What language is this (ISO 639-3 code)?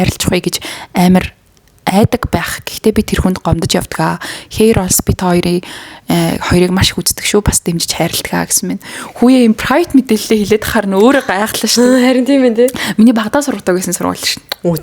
mon